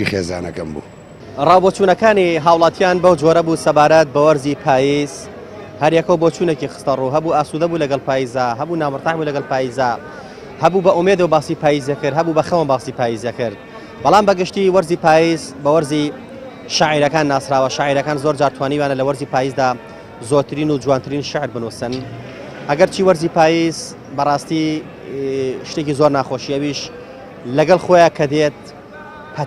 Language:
Central Kurdish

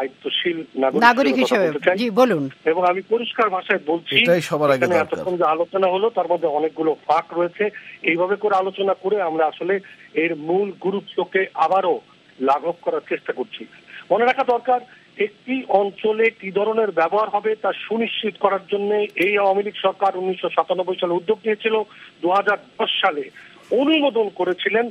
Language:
Bangla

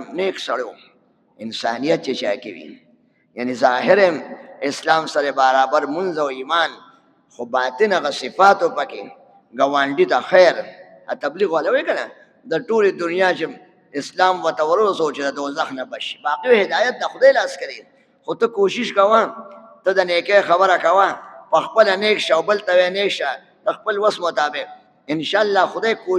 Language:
Pashto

